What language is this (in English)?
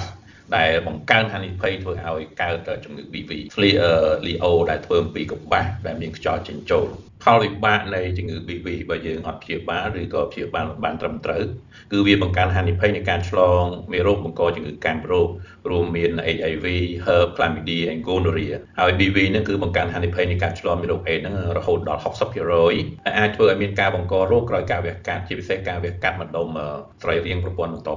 Khmer